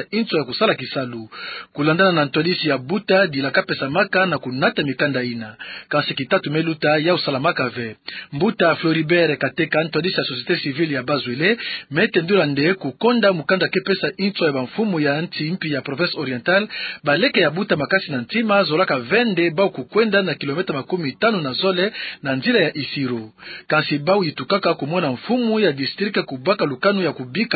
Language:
Kituba (Democratic Republic of Congo)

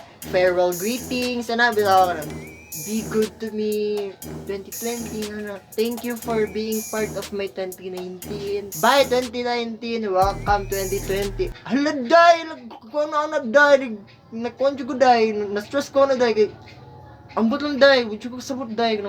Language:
Cebuano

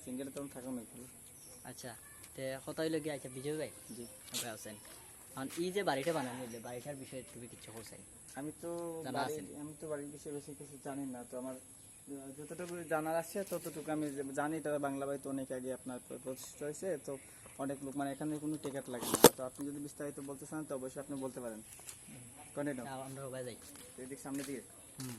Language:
Sylheti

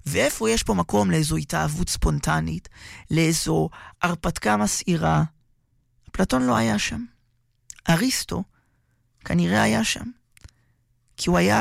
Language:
Hebrew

